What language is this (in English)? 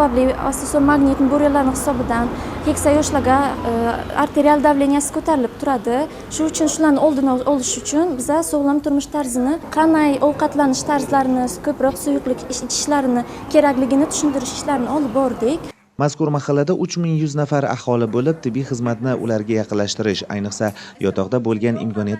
Uzbek